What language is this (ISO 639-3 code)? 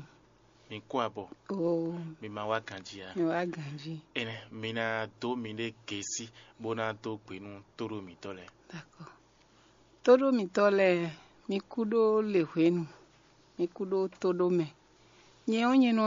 fon